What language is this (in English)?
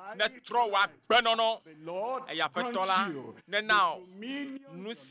Ewe